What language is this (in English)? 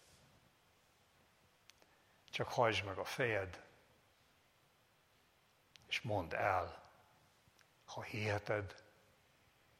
Hungarian